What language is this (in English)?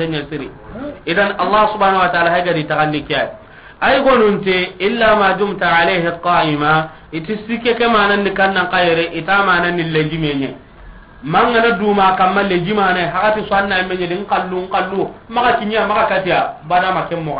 Soninke